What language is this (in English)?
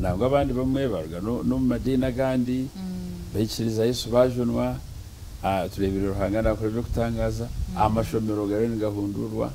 Nyankole